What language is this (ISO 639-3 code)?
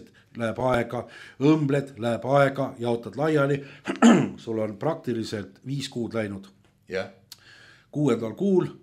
est